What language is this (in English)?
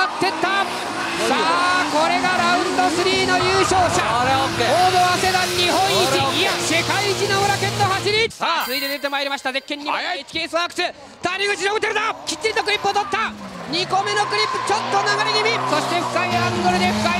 Japanese